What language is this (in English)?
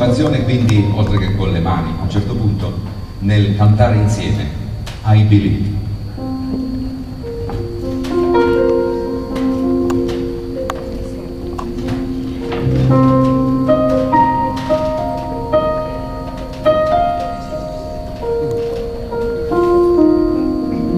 Italian